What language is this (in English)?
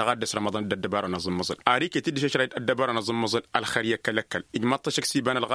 Tamasheq